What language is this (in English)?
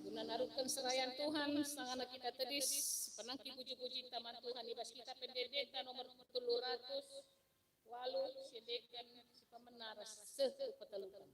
Batak Karo